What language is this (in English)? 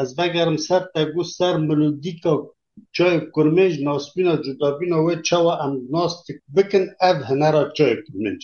Kurdish